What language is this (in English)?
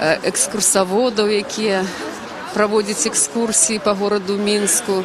Belarusian